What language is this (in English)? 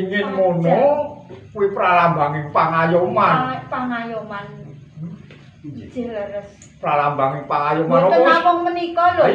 Javanese